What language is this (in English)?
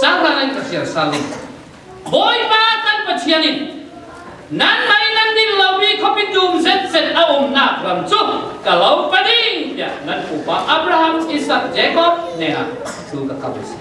Falam Chin